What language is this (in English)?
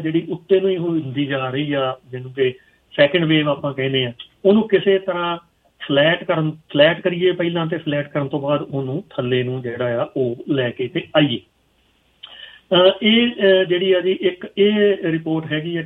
Punjabi